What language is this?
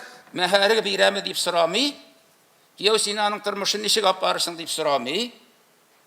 Tatar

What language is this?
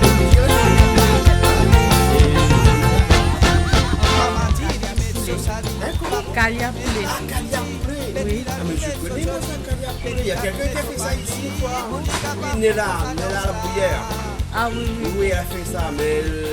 Réunion Creole French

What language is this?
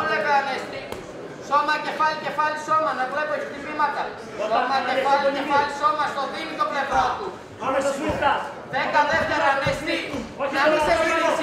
Greek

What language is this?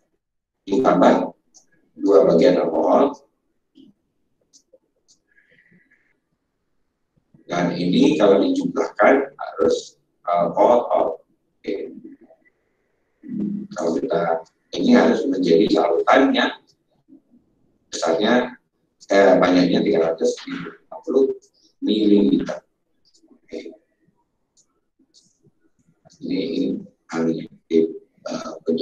Indonesian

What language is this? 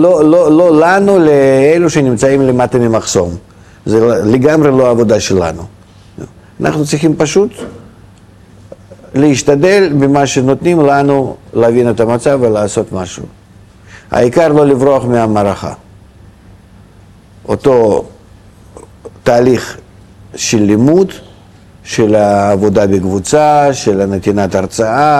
Hebrew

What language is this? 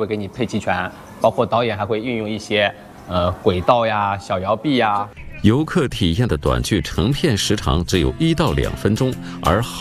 Chinese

